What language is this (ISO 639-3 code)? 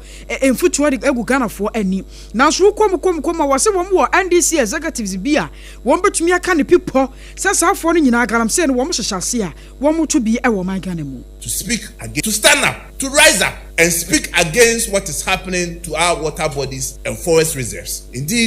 aka